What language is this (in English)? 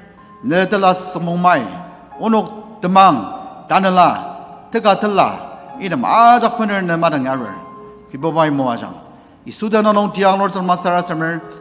Ao Naga